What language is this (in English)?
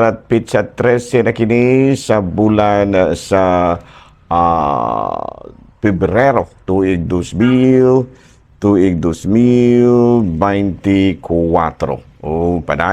Cebuano